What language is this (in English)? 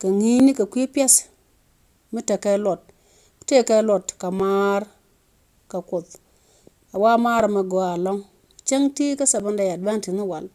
Nuer